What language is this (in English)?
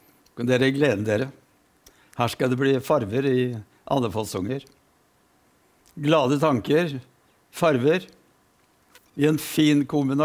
Norwegian